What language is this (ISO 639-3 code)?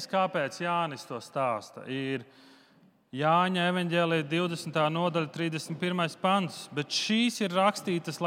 lav